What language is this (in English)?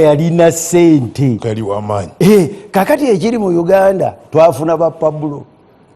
Ganda